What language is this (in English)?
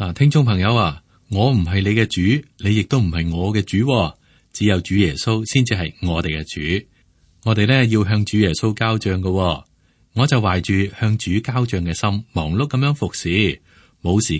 Cantonese